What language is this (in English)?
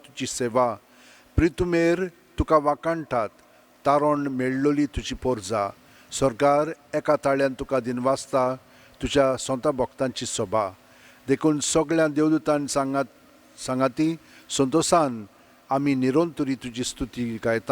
Konkani